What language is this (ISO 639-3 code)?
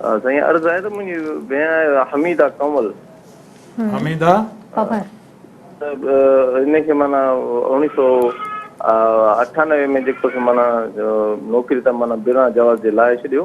snd